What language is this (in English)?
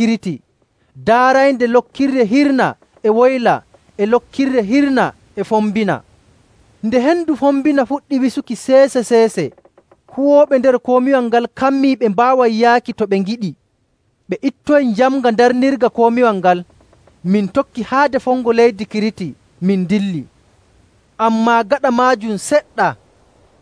Nigerian Fulfulde